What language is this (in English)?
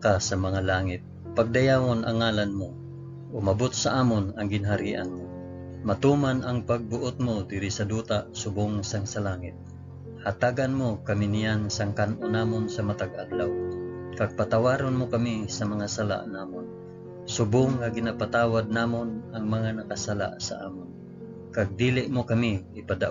Hiligaynon